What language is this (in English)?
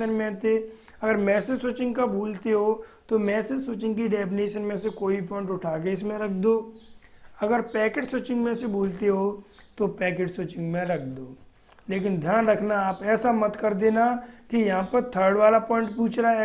Hindi